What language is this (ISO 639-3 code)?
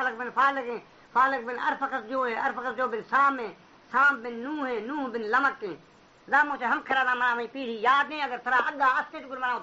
bal